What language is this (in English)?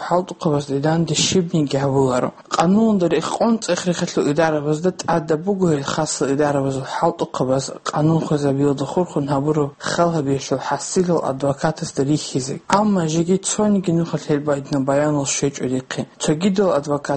Avaric